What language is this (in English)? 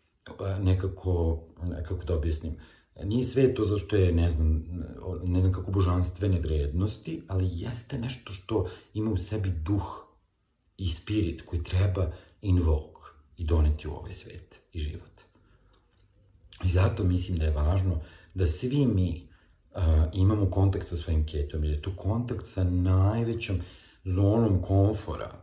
Serbian